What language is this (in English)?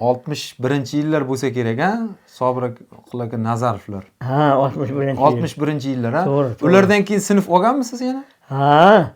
Uzbek